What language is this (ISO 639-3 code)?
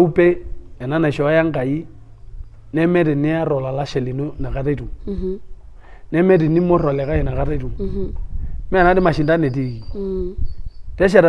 mas